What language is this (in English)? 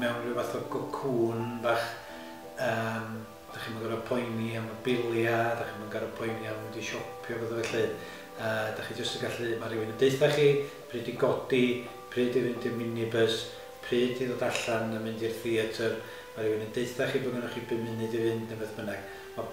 Welsh